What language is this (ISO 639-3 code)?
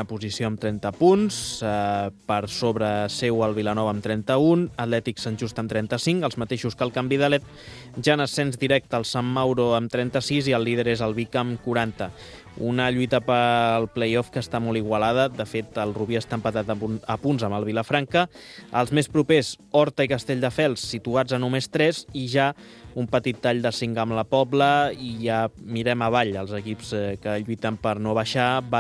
cat